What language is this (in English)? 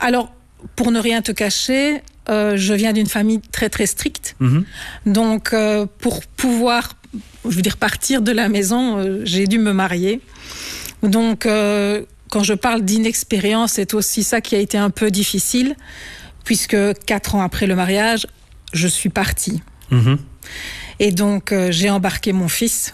French